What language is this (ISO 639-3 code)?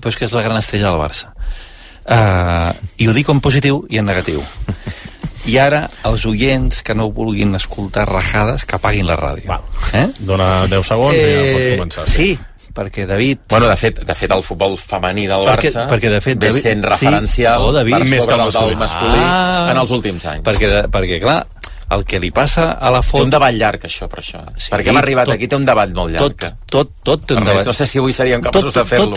cat